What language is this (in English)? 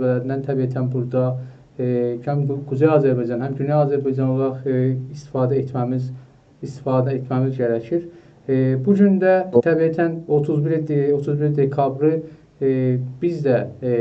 South Azerbaijani